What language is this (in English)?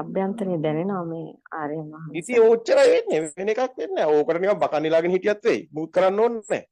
Sinhala